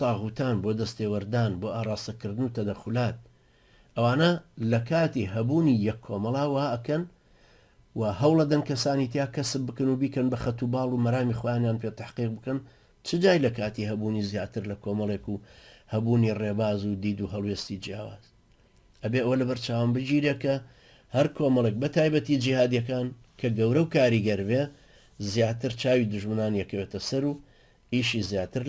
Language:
Central Kurdish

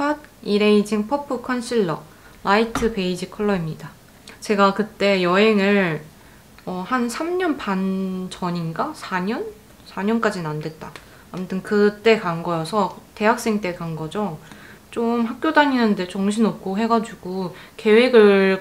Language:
Korean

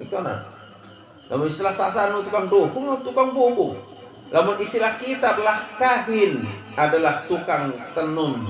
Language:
Sasak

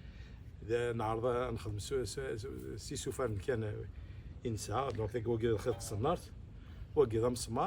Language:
Kabyle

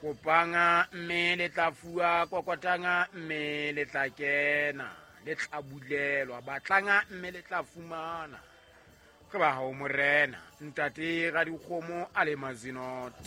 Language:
Southern Sotho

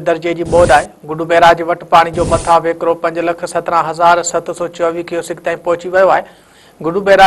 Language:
Sindhi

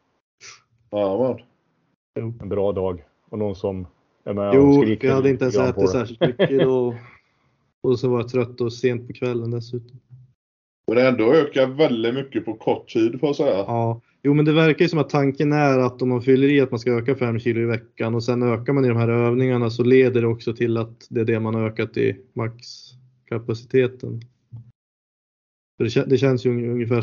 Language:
Swedish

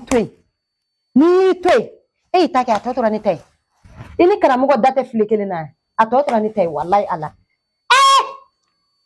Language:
Bambara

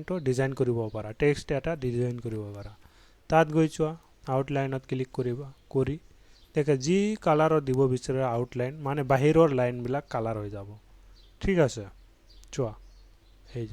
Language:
Assamese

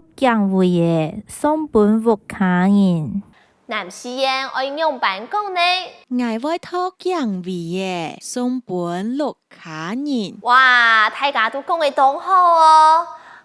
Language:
Hakka Chinese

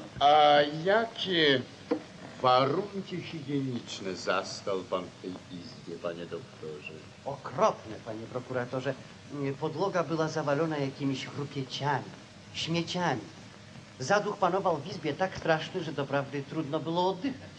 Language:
Polish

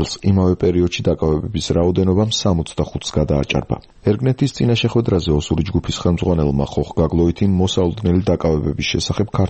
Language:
Georgian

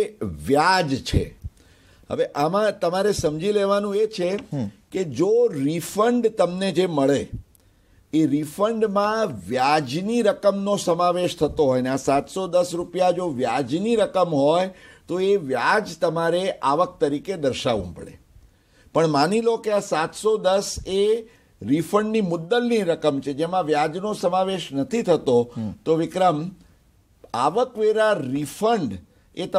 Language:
Gujarati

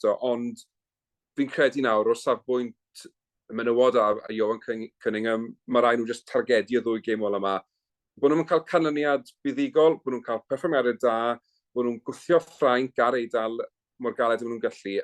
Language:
Welsh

